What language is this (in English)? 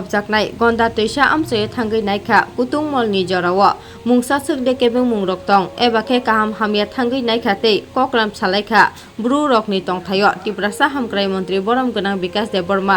Kok Borok